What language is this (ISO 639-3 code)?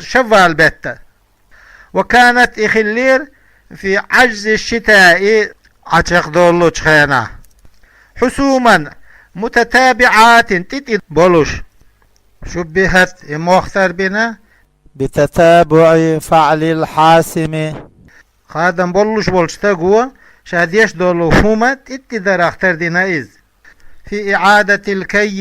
che